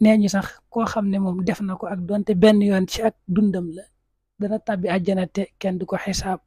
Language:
Wolof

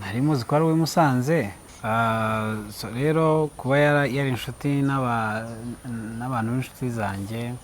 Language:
Kinyarwanda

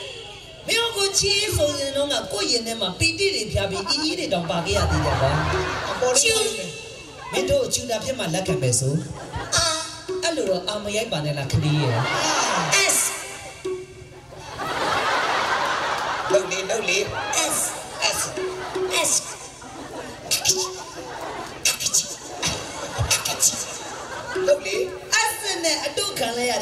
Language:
Burmese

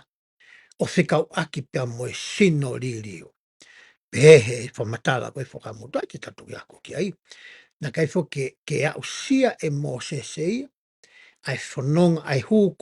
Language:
Tongan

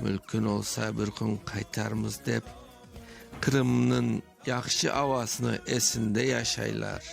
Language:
Crimean Tatar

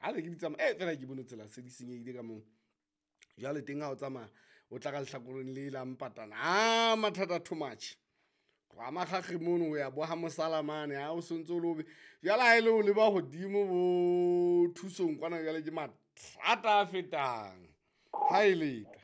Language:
Southern Sotho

